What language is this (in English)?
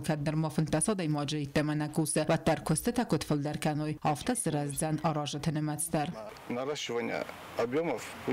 Ossetic